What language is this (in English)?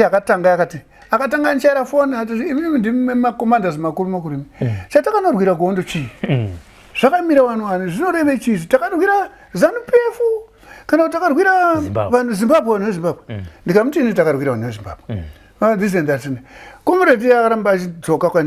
Shona